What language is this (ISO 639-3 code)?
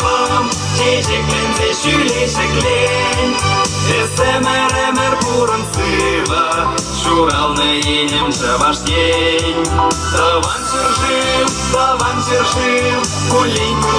chv